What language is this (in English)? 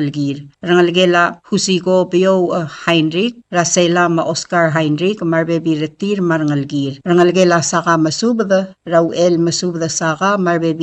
Palauan